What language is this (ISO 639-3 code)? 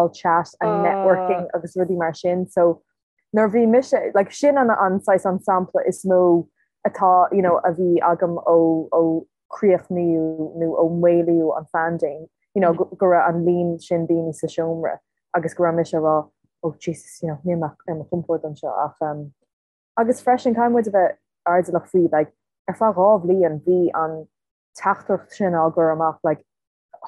gle